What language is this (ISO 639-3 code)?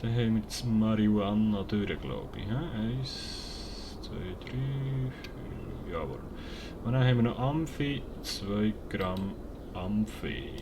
gsw